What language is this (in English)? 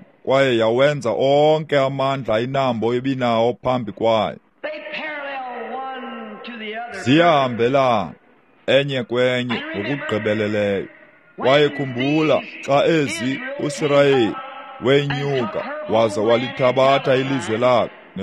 Xhosa